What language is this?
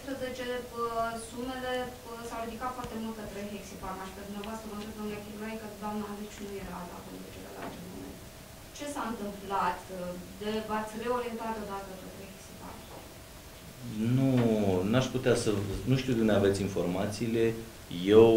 Romanian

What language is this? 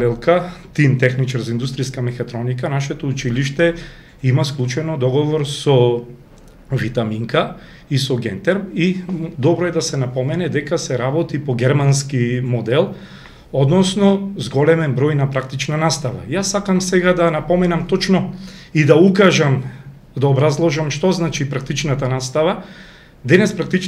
Macedonian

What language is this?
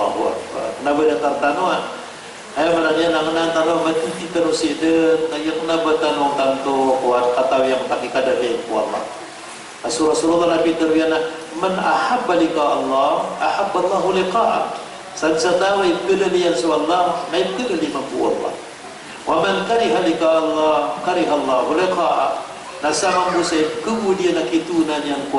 Maranao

